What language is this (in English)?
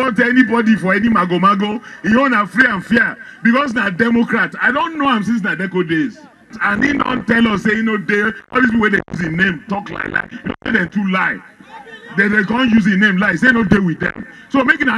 Nigerian Pidgin